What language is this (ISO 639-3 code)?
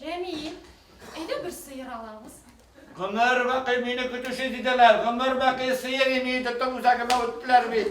bak